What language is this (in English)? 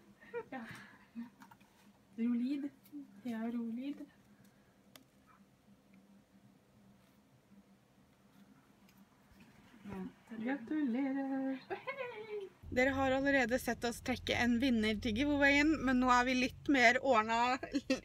Norwegian